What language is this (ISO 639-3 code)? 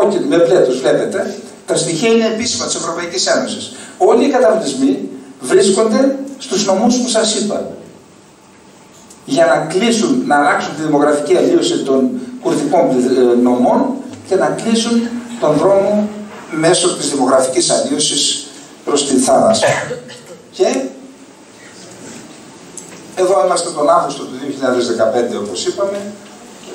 ell